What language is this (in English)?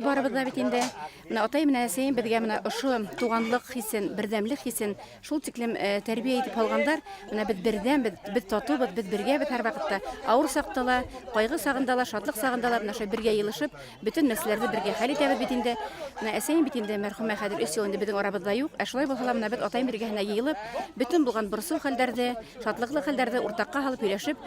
Bashkir